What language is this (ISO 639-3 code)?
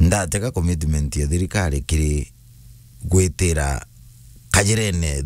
mer